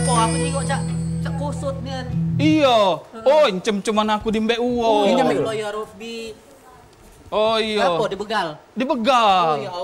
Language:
Musi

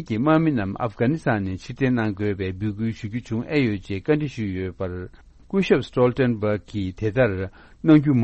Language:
Tibetan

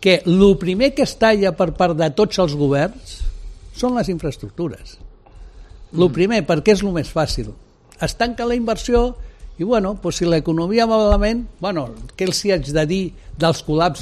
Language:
Catalan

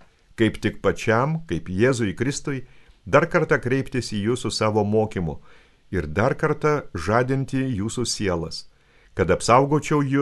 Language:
Lithuanian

